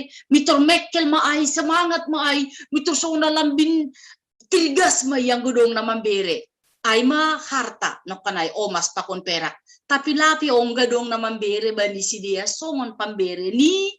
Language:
Batak Simalungun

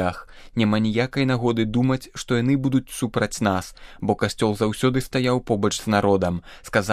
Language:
Belarusian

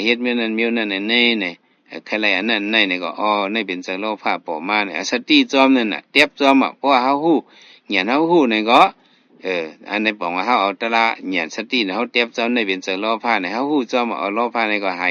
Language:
Shan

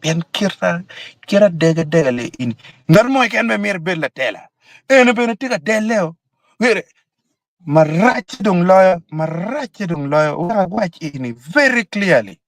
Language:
Acoli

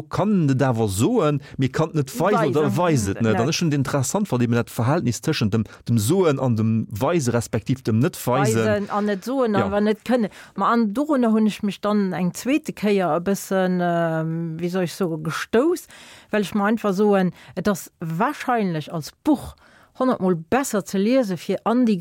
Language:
Luxembourgish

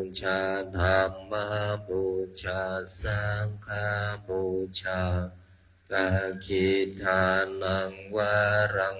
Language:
Pali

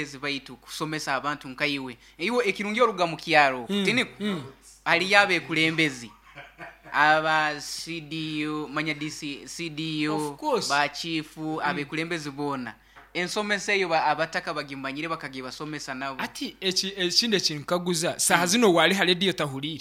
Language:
Nyoro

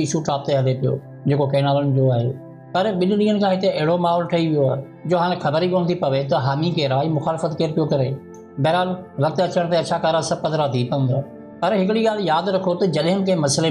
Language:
Sindhi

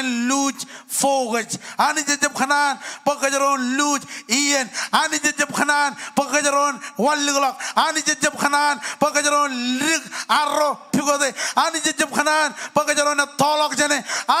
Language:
Marshallese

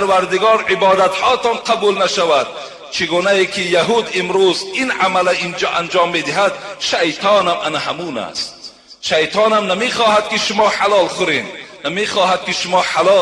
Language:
Tajik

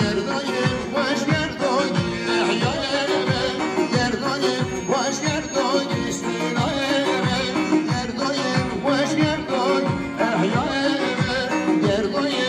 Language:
Kurdish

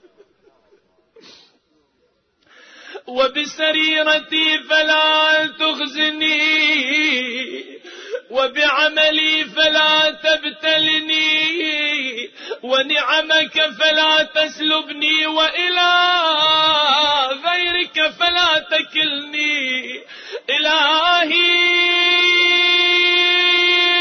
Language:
Arabic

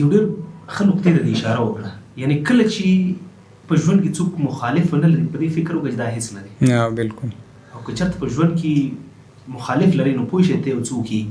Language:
Pashto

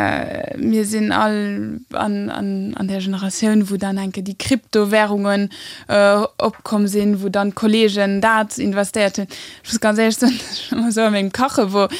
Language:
Luxembourgish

